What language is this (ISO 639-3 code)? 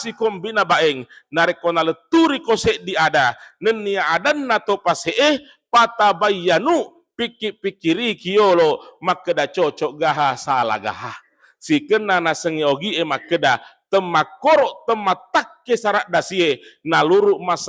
bug